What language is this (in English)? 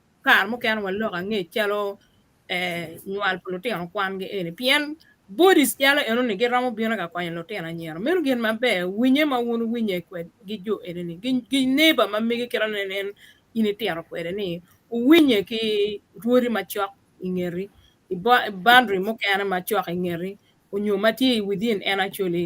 Acoli